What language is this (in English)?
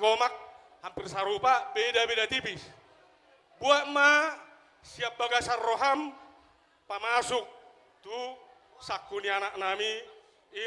Batak Toba